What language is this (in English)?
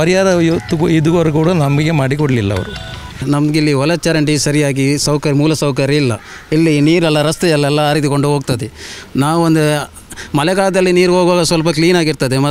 Kannada